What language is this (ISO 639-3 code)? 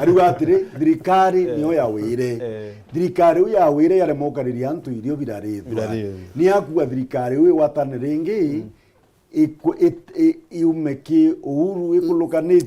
mer